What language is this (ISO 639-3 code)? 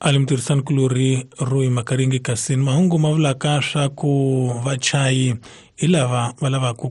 tso